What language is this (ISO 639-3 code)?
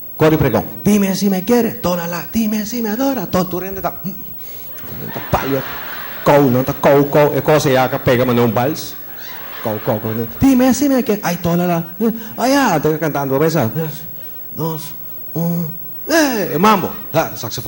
pap